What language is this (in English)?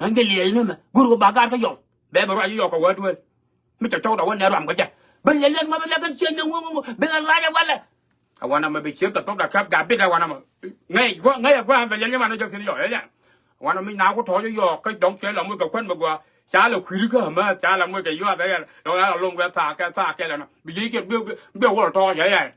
Nuer